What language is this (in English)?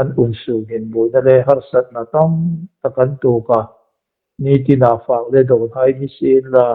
Hmar